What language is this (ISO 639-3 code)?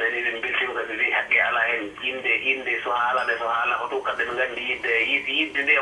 ful